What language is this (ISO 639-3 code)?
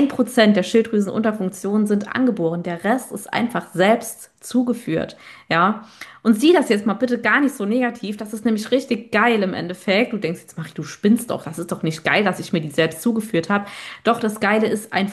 deu